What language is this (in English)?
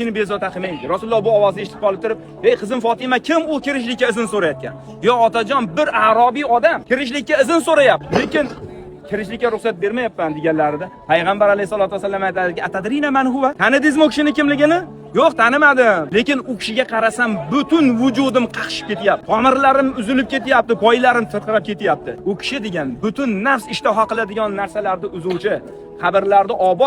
Uzbek